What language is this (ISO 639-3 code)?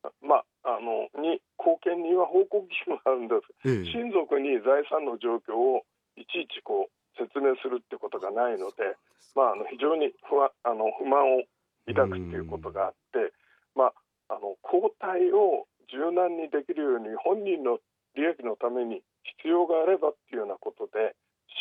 jpn